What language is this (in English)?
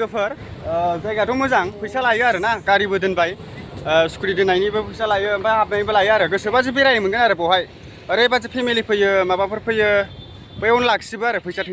Bodo